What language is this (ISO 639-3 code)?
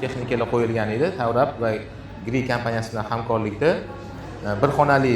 uzb